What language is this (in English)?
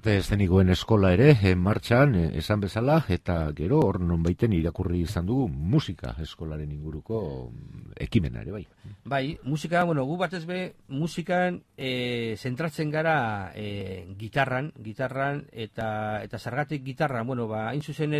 Basque